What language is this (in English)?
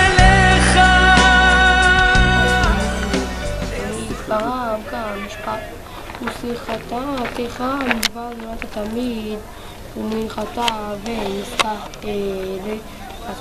Hebrew